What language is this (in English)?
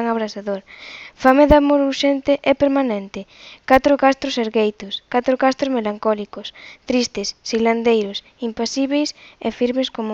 Galician